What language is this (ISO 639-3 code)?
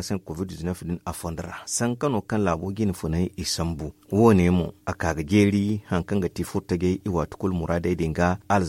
dje